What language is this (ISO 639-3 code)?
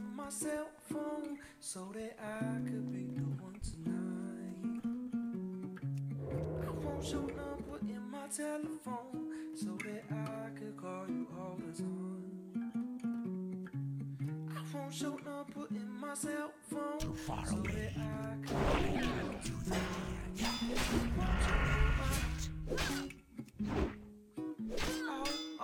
eng